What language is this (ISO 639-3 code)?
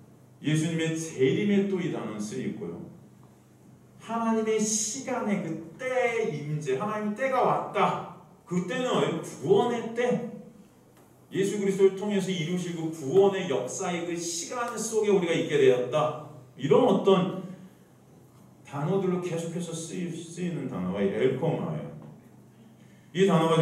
kor